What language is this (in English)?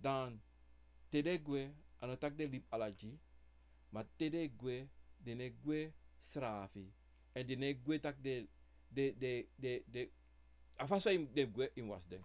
Sranan Tongo